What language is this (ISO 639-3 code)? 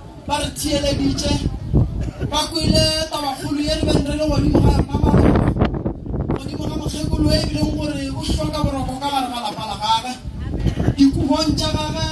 nso